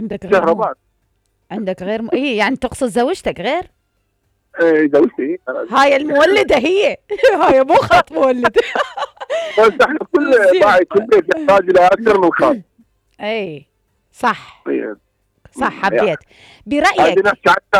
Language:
Mesopotamian Arabic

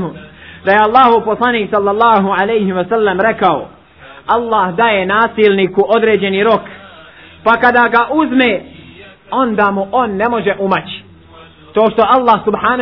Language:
Bosnian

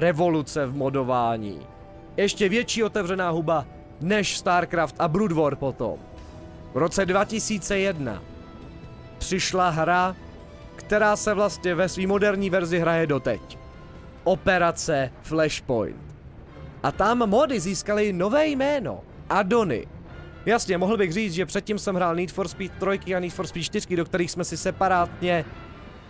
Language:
Czech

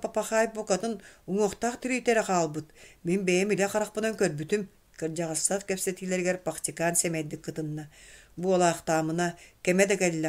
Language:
Yakut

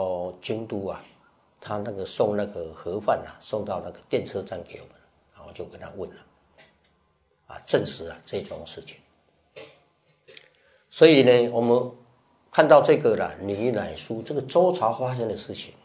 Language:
Chinese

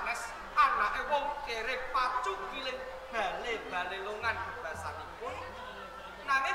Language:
Javanese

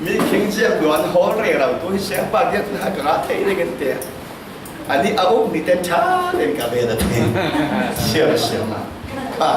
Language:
Falam Chin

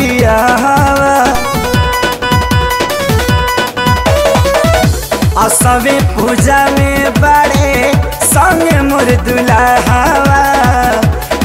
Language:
Bhojpuri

